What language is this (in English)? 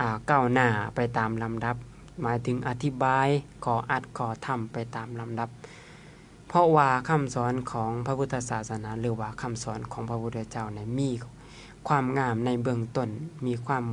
Lao